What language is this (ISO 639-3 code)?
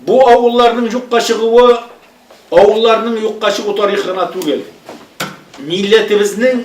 tat